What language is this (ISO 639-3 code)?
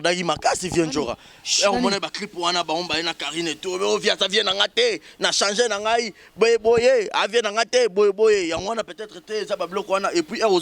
lin